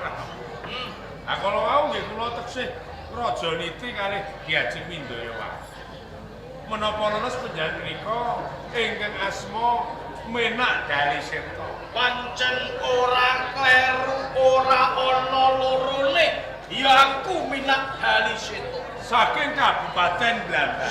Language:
Javanese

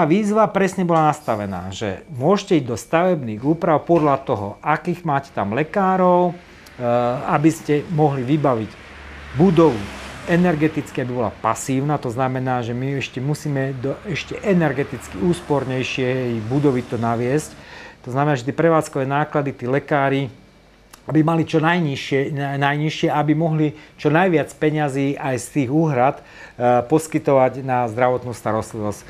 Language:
Slovak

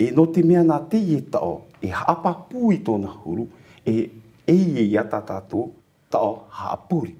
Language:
Tahitian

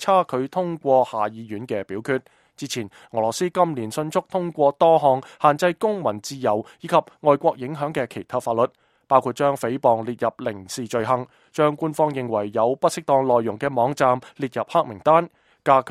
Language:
Cantonese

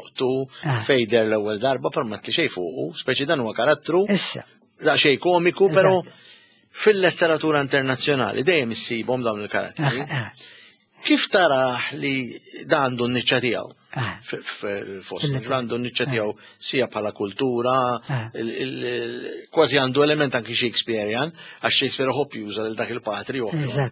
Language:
Maltese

